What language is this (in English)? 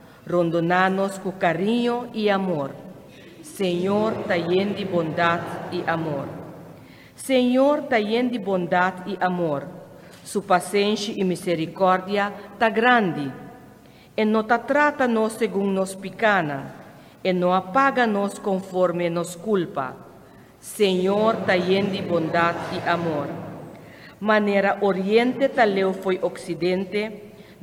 Papiamento